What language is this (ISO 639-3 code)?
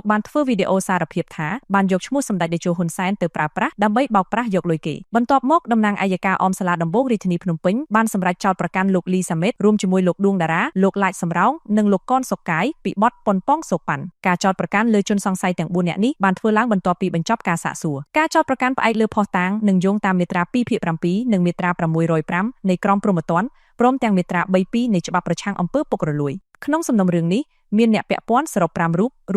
khm